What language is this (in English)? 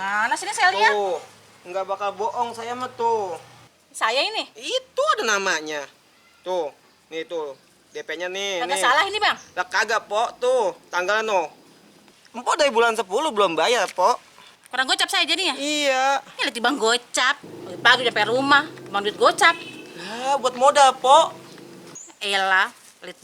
Betawi